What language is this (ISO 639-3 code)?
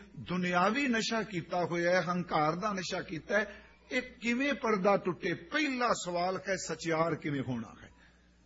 pan